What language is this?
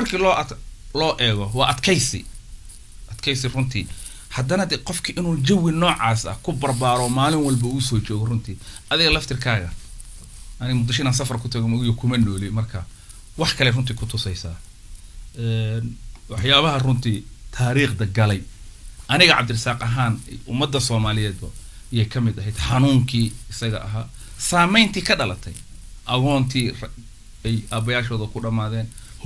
Somali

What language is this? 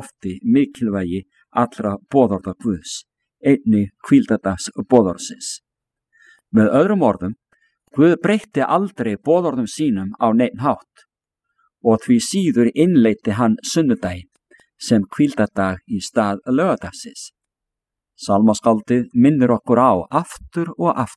Icelandic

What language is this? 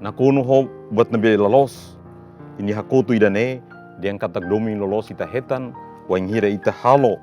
Tetum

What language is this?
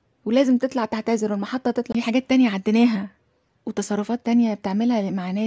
Egyptian Arabic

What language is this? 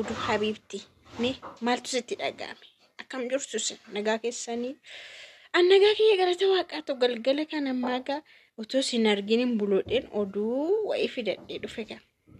Oromo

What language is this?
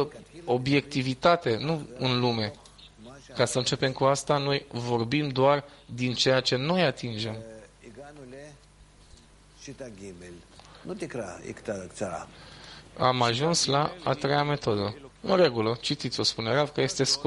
Romanian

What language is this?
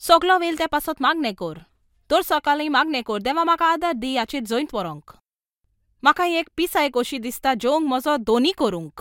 Konkani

